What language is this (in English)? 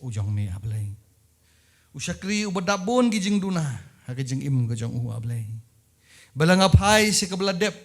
Khasi